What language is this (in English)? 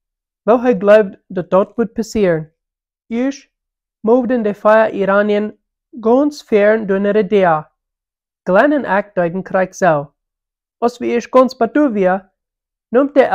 Plautdietsch